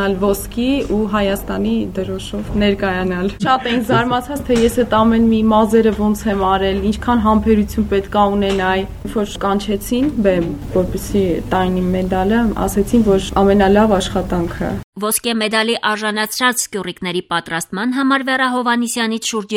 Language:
Armenian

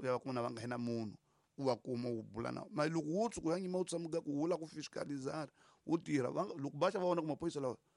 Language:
Tsonga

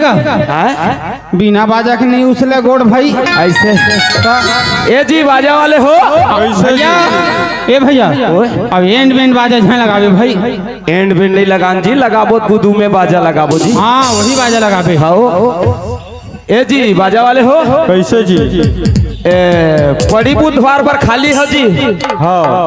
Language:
Chhattisgarhi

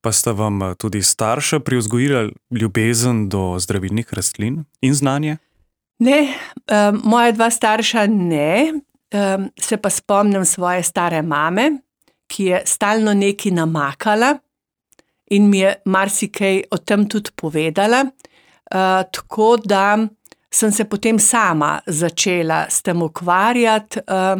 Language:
Slovenian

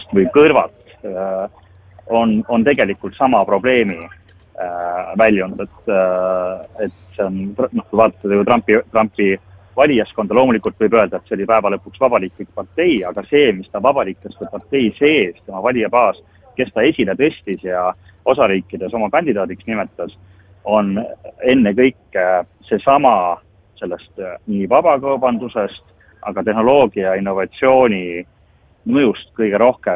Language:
Estonian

